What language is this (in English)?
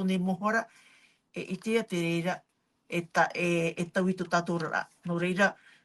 Tahitian